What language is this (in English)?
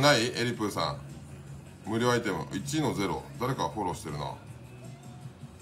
Japanese